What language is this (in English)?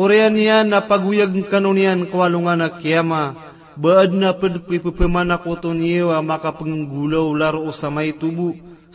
Maranao